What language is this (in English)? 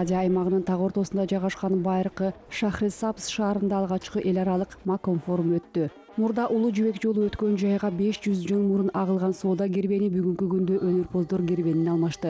Kyrgyz